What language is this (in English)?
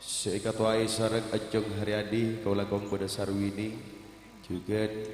Madurese